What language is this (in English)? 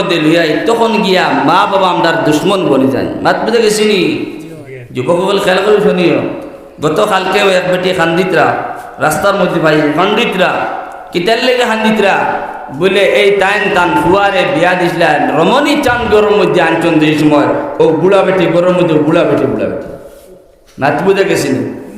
Sylheti